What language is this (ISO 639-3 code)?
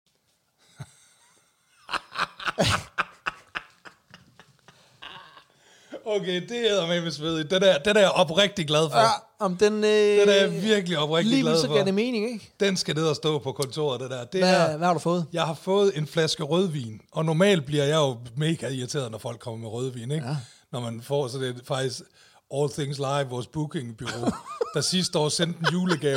dan